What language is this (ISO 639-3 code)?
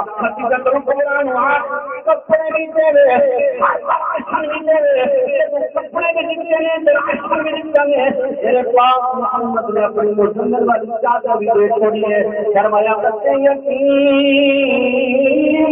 skr